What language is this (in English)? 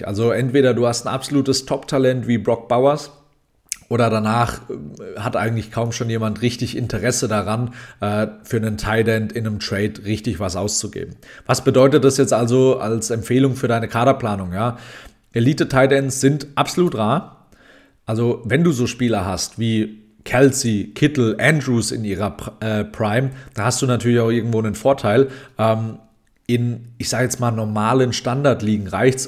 German